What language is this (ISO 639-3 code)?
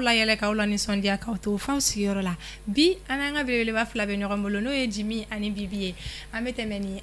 bam